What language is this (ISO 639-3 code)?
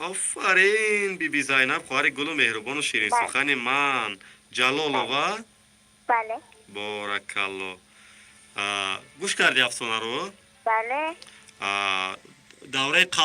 tgk